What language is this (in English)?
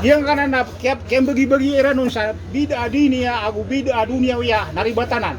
Maranao